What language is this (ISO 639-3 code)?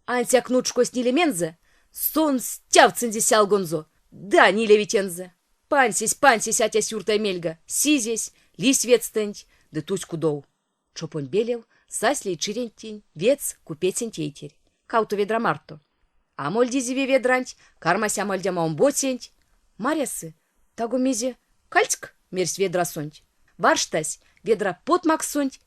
myv